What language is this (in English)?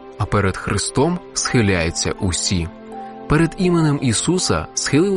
Ukrainian